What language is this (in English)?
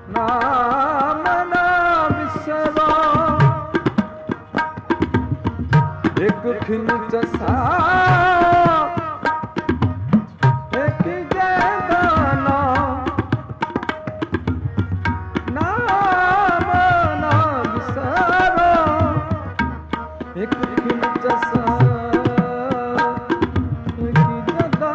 Punjabi